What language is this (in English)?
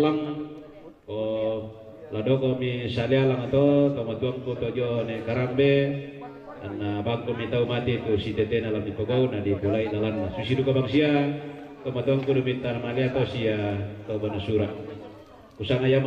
Toraja-Sa'dan